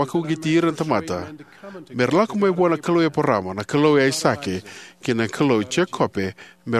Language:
Fijian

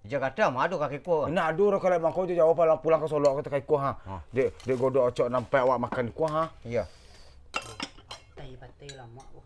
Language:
Minangkabau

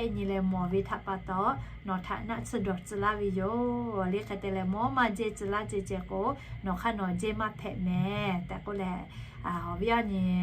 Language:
Lahu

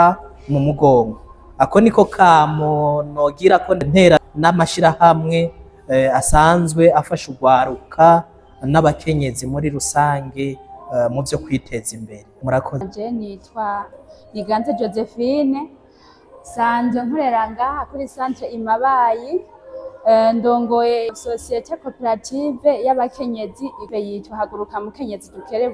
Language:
Rundi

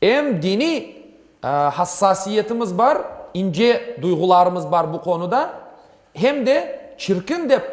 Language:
Crimean Tatar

